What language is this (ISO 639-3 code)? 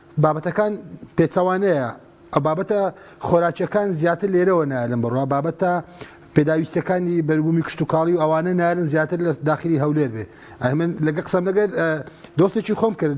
ckb